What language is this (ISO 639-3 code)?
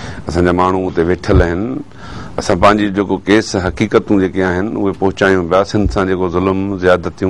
snd